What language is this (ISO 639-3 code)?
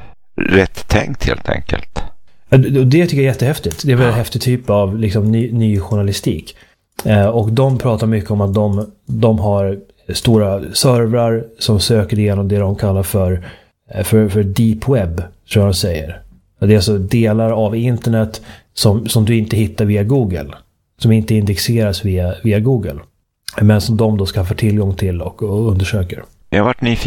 swe